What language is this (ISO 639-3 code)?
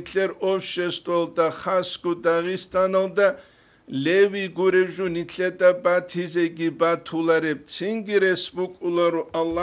ava